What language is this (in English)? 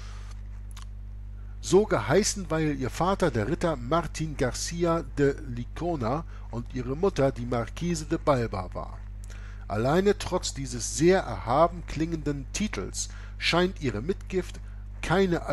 German